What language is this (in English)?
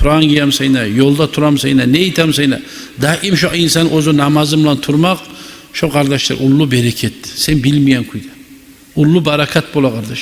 Kumyk